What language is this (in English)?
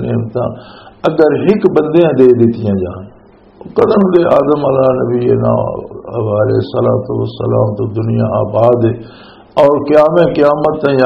Western Panjabi